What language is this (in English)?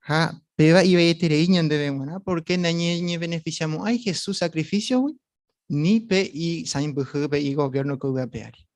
Guarani